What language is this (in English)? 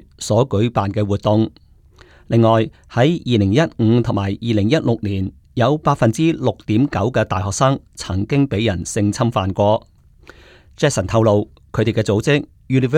Cantonese